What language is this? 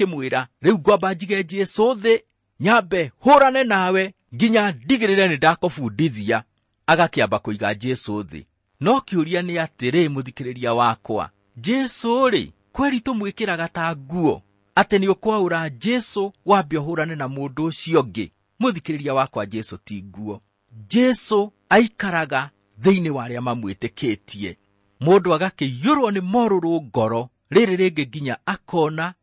Kikuyu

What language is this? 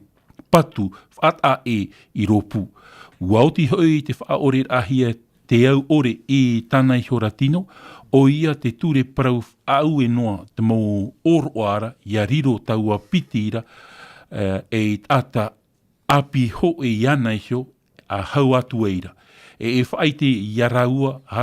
Tahitian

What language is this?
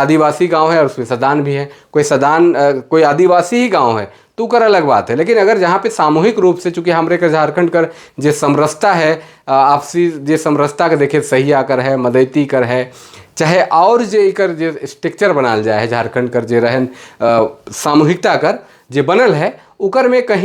Sadri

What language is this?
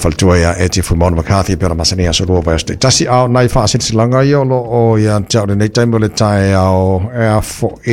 Samoan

